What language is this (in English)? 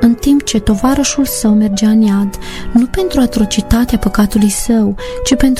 Romanian